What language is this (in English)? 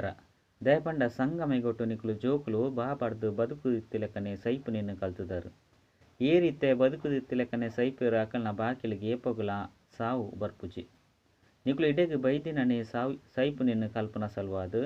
Tulu